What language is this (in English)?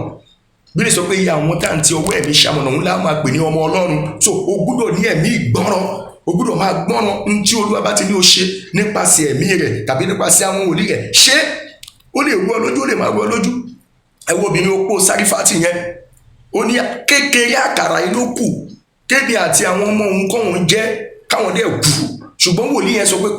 Yoruba